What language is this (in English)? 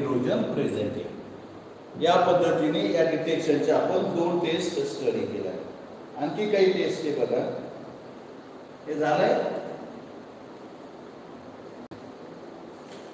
Marathi